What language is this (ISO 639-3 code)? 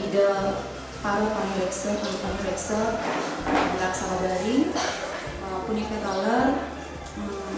ban